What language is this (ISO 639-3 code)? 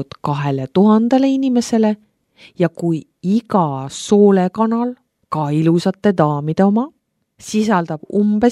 est